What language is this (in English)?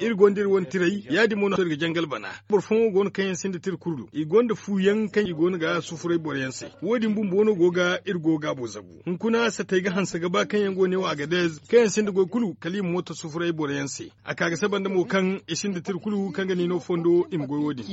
Zarma